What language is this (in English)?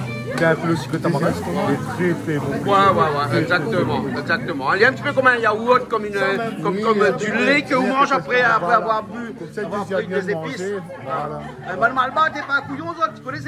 Réunion Creole French